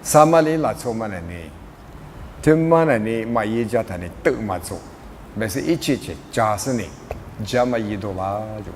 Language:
Lisu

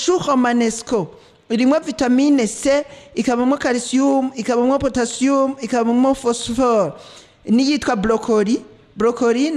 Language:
Rundi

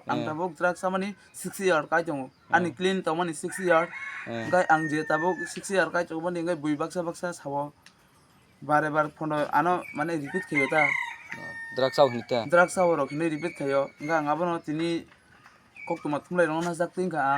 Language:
Kok Borok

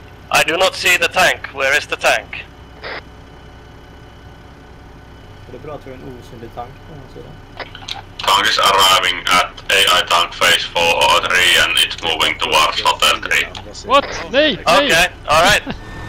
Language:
Swedish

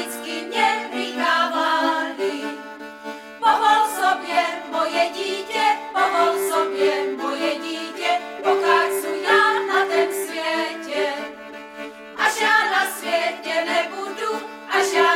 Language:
Czech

